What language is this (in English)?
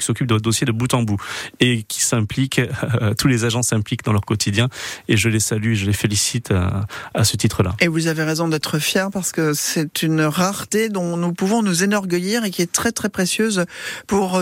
French